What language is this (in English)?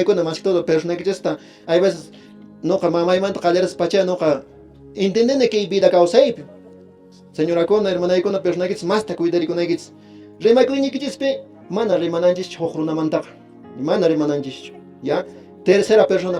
Quechua